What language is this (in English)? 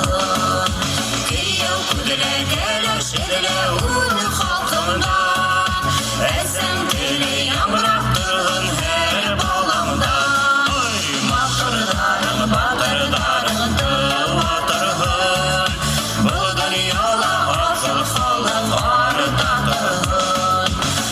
Bashkir